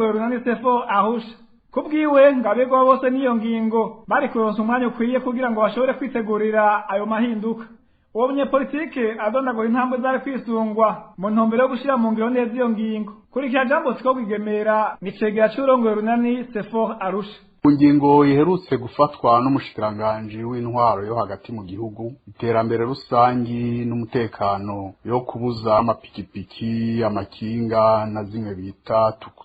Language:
Rundi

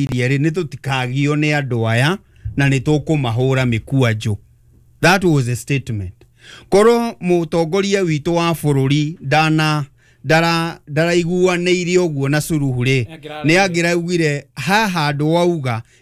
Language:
Kikuyu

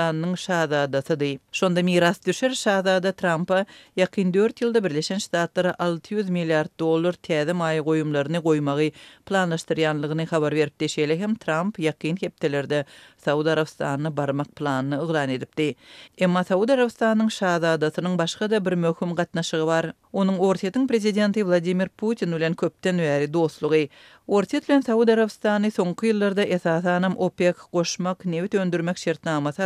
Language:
Turkmen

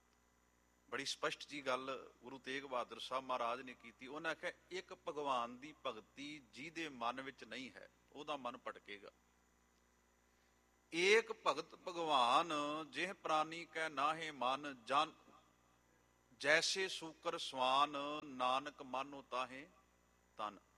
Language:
Punjabi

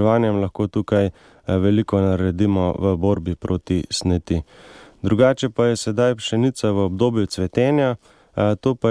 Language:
Slovenian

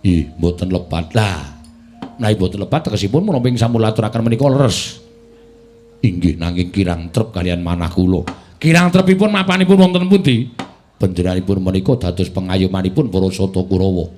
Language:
Javanese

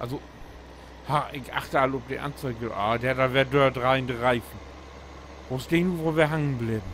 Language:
Low German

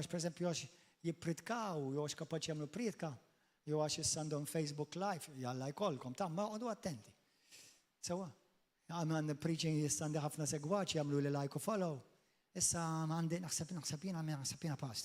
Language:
Maltese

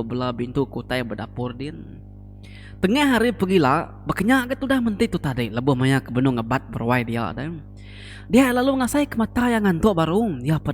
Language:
Iban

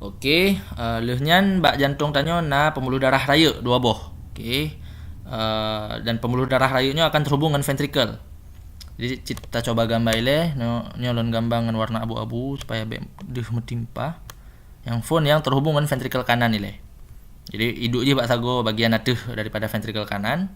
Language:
Achinese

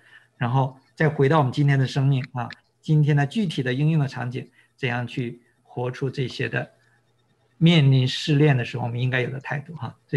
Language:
Chinese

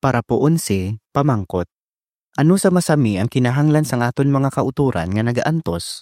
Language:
Hiligaynon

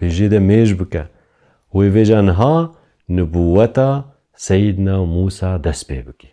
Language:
Kurdish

